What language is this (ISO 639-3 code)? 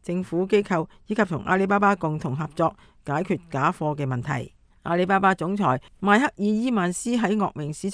yue